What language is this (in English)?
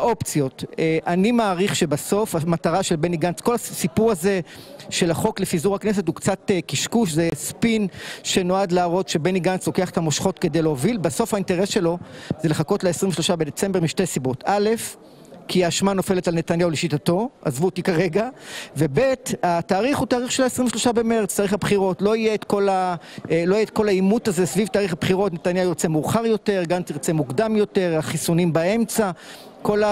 Hebrew